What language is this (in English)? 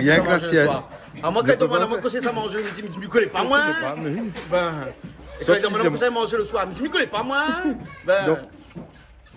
Réunion Creole French